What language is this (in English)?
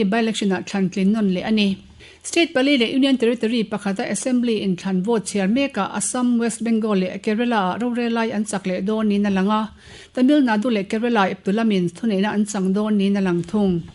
Mizo